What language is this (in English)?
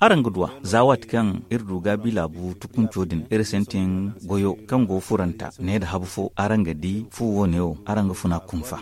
Zarma